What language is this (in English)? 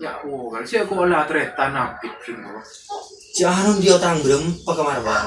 Madurese